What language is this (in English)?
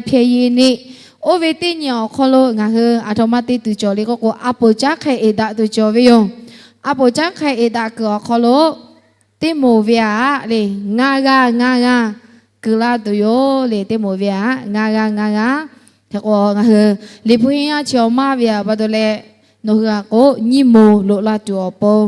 Lahu